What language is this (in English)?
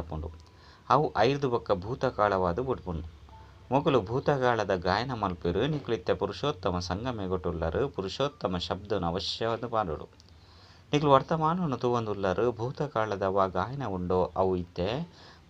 Tulu